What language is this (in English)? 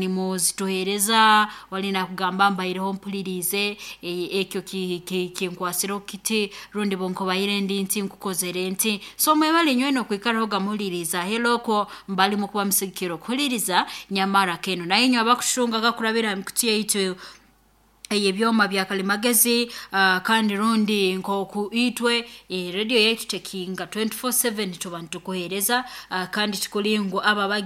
Nyoro